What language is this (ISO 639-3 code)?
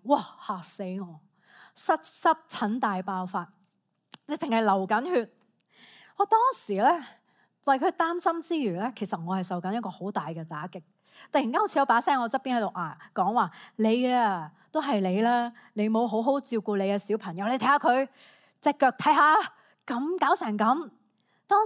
yue